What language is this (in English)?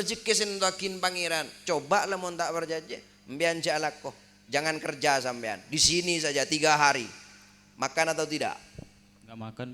Madurese